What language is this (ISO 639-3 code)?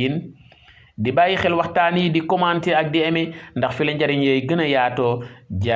wol